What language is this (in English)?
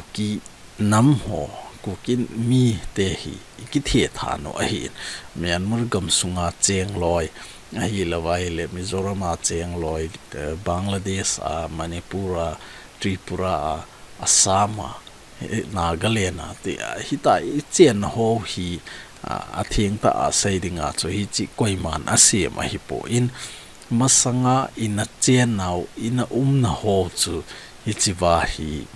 Thado Chin